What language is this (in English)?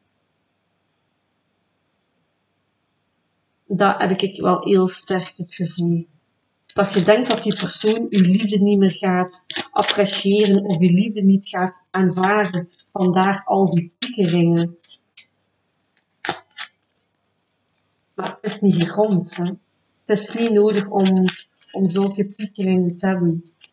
Dutch